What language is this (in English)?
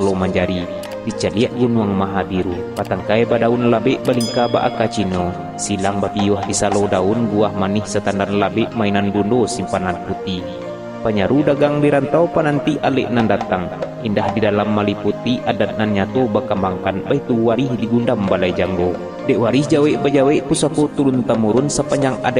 Minangkabau